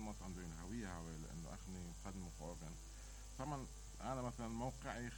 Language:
Mesopotamian Arabic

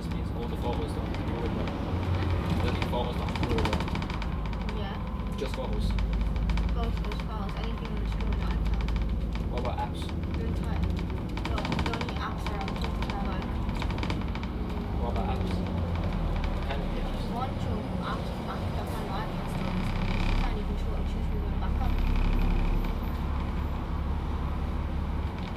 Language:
English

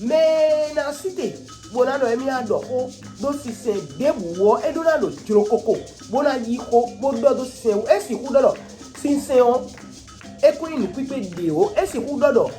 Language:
Fon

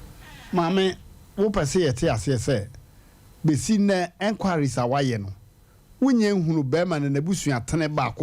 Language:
Akan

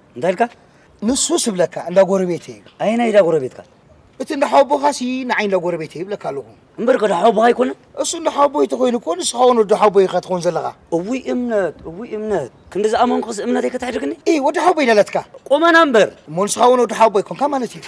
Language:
Tigrinya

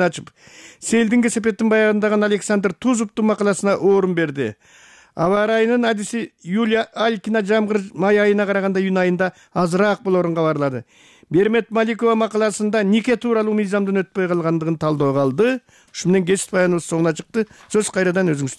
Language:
Kyrgyz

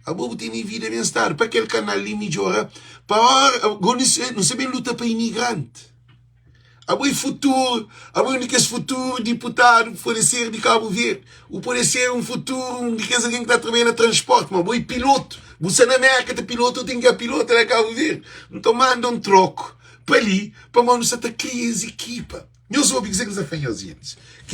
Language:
Kabuverdianu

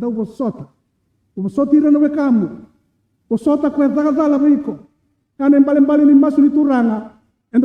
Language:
Fijian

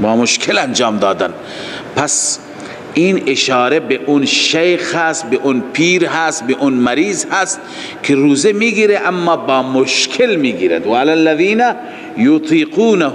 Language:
Persian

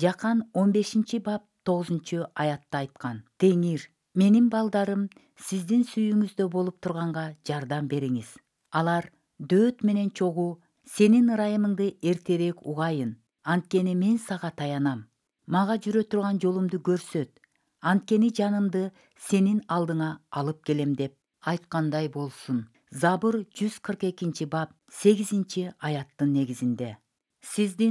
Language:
Kyrgyz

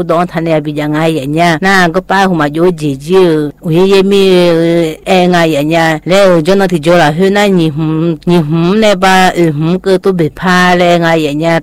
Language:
Vietnamese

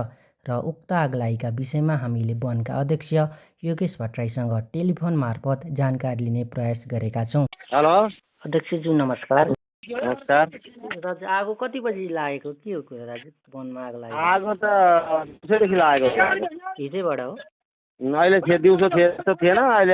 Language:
Nepali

